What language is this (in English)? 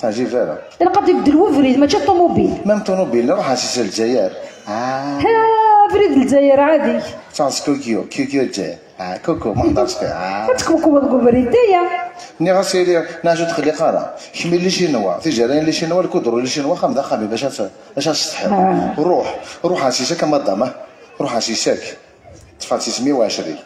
Kabyle